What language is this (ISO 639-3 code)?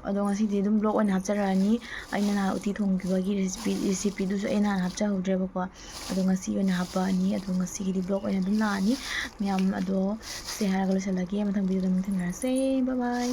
mni